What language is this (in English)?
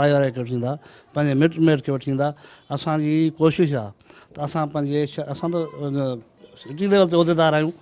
Sindhi